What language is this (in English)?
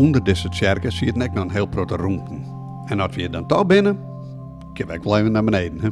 Western Frisian